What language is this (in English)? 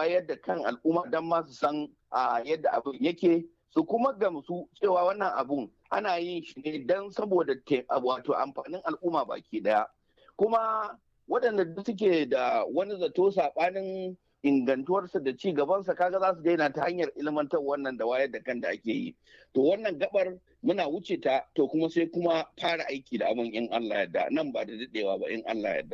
Hausa